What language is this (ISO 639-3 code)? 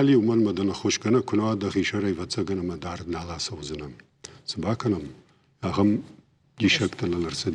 oss